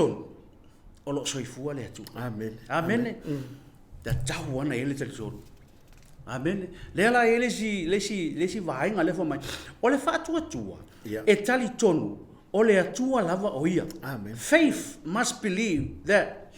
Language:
Samoan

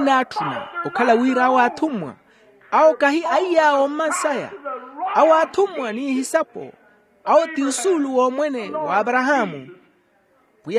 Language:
Makhuwa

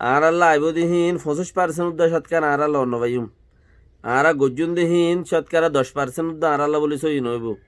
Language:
Rohingya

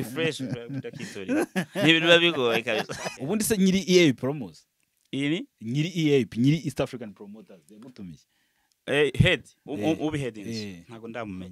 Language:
Kinyarwanda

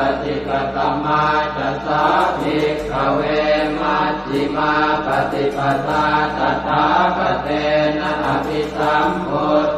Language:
Pali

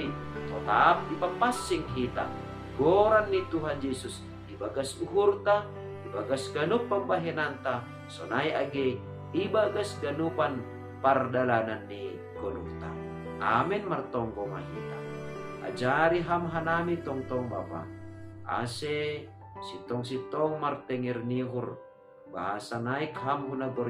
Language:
Batak Simalungun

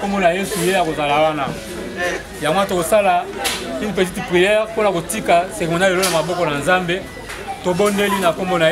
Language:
Lingala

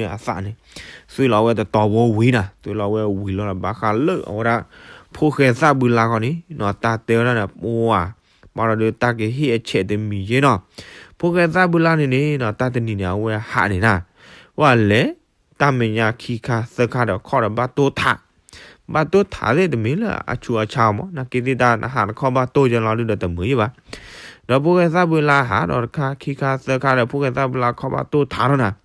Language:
S'gaw Karen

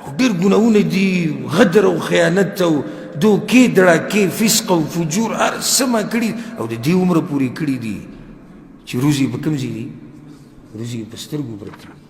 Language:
Pashto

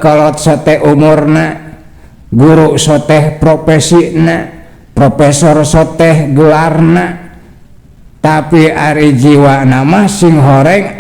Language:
Sundanese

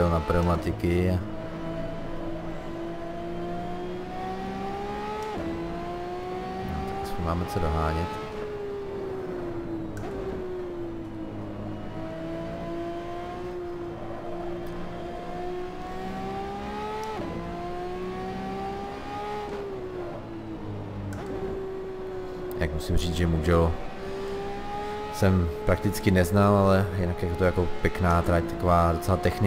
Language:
Czech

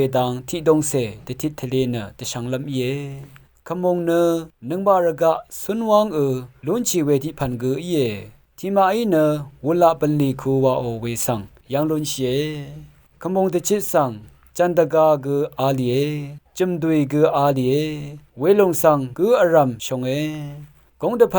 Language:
Rawang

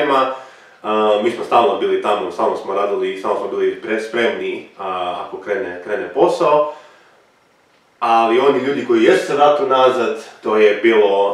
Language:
Croatian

